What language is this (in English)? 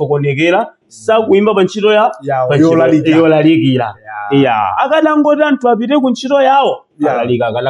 Nyanja